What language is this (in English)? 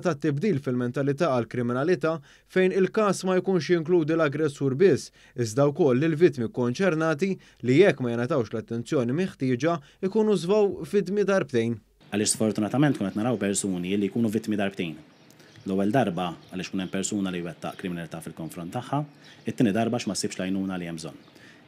Maltese